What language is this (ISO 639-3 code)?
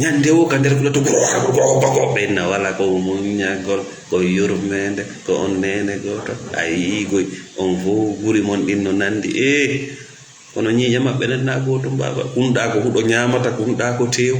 ful